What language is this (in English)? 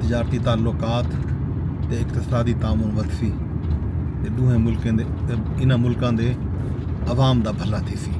Saraiki